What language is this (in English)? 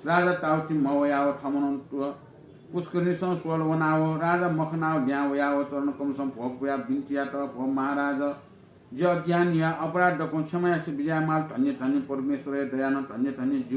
Newari